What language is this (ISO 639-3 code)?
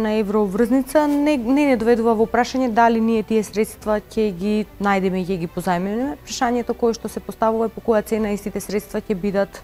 mkd